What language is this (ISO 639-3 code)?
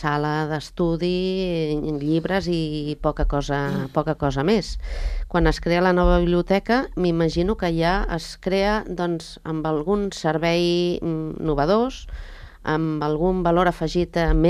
cat